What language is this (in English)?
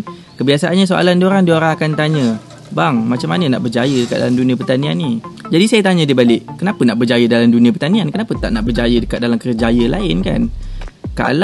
Malay